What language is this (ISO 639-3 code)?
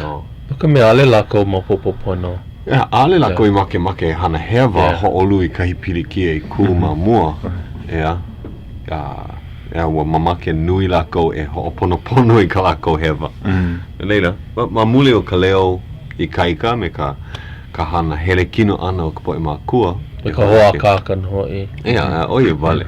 haw